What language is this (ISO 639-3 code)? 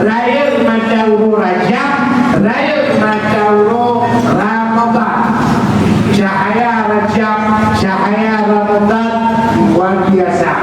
ace